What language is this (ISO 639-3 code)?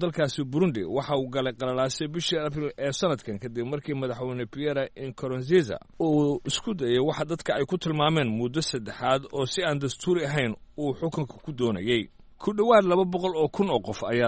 som